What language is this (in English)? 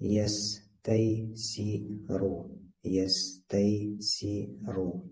Bashkir